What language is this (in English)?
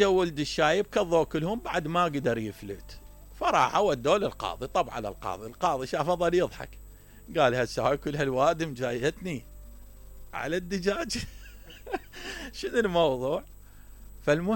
Mesopotamian Arabic